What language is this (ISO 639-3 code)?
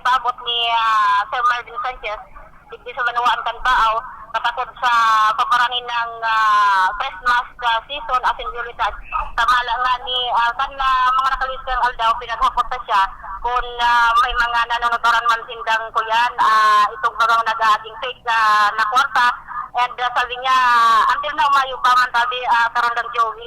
bik